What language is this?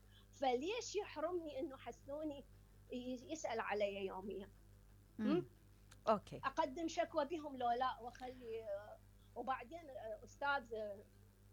Mesopotamian Arabic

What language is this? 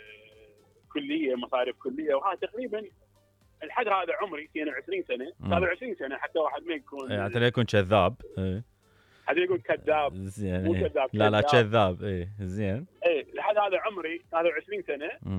Mesopotamian Arabic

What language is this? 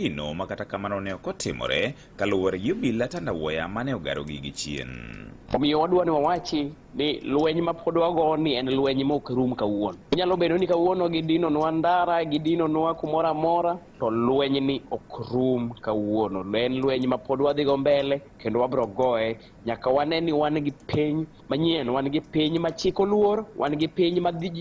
Luo (Kenya and Tanzania)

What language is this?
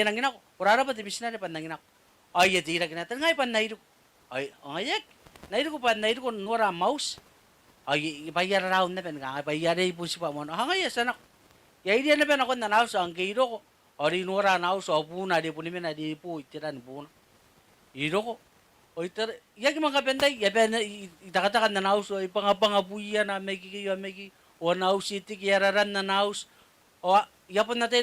Gilbertese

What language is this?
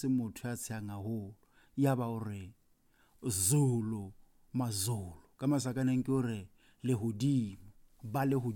Southern Sotho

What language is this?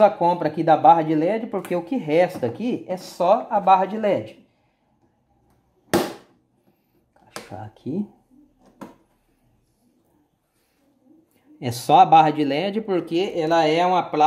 Portuguese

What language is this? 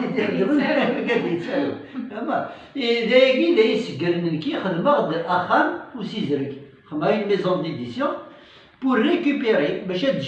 Kabyle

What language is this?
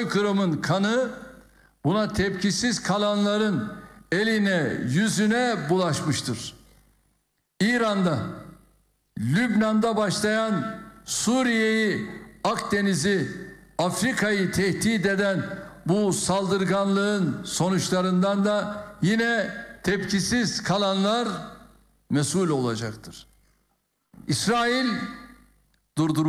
Turkish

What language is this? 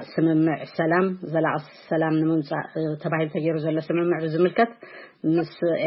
Tigrinya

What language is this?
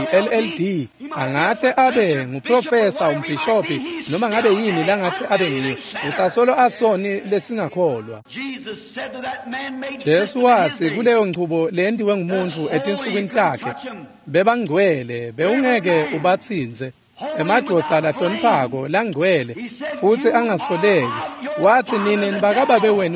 Swati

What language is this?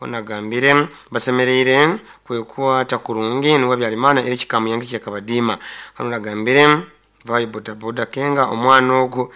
Nyoro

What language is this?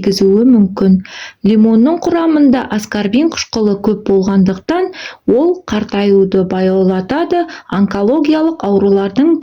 Kazakh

